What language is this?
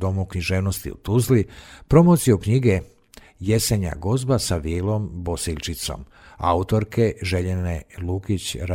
Serbian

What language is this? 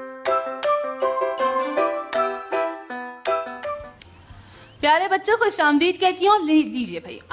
Urdu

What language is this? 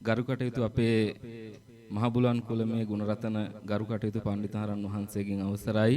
Sinhala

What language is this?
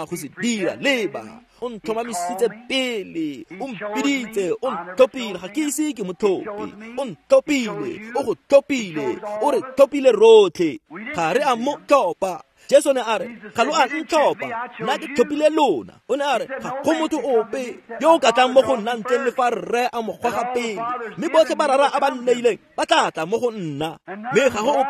Tswana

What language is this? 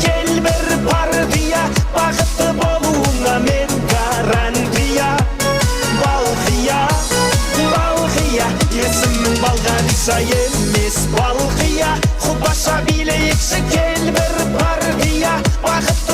Kara-Kalpak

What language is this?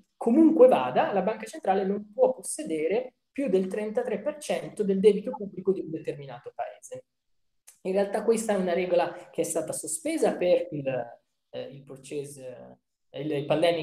Italian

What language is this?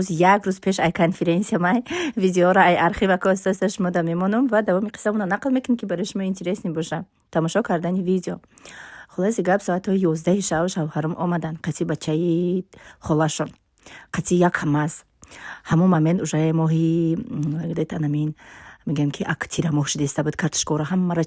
Tajik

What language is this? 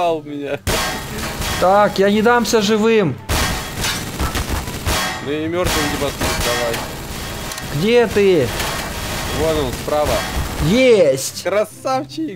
Russian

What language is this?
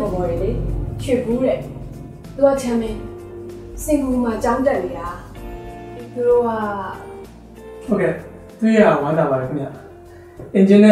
Burmese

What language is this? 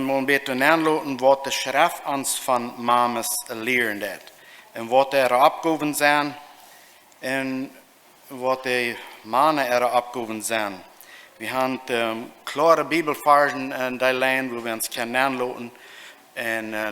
Plautdietsch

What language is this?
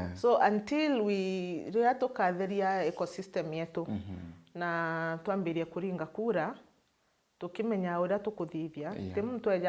Meru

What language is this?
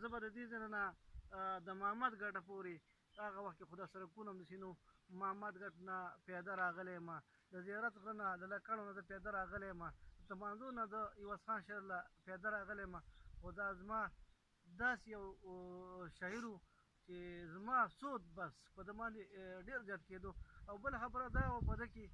Pashto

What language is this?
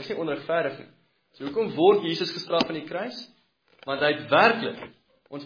Afrikaans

